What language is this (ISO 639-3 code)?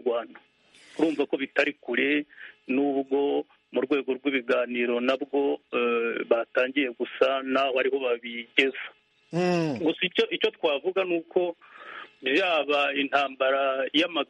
kin